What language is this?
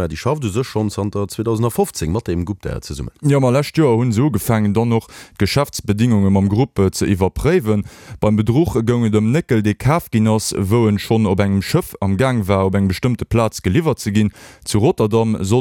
Luxembourgish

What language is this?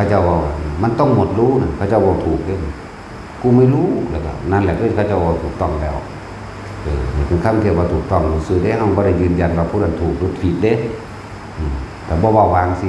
Northeastern Thai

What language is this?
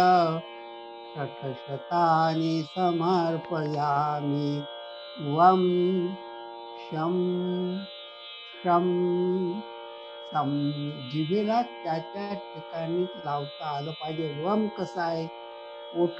Marathi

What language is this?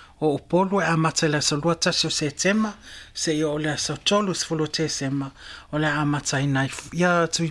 Samoan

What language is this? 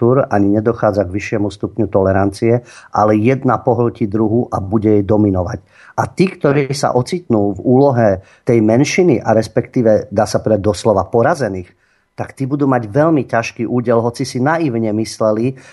Slovak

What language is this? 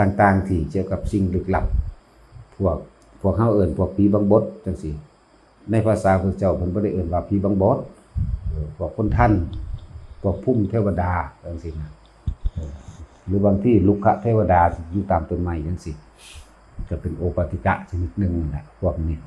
Northeastern Thai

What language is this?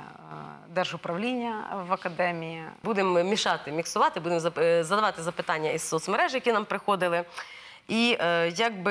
Ukrainian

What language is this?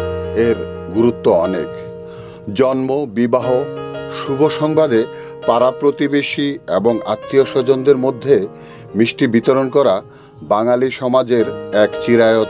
Bangla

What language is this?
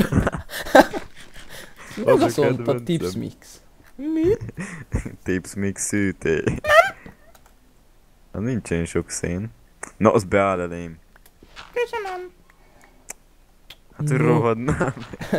Hungarian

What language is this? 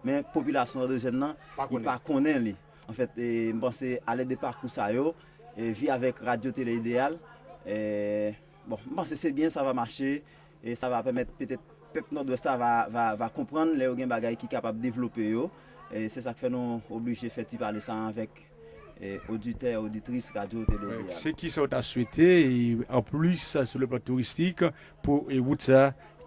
Haitian Creole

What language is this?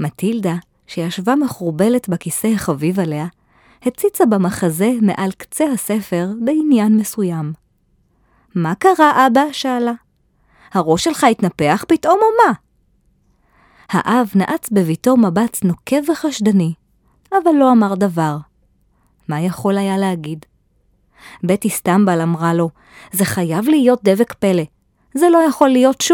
Hebrew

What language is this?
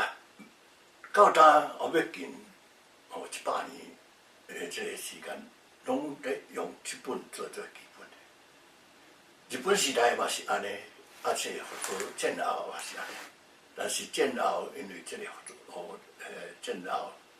Min Nan Chinese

